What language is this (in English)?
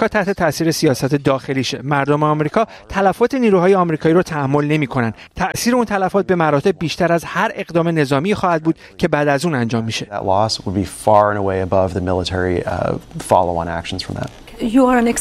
Persian